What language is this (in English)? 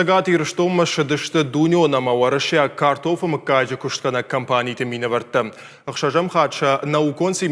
Ossetic